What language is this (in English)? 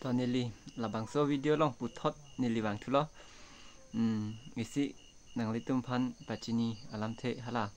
Karbi